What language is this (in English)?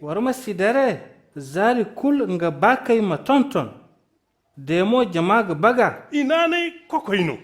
Zarma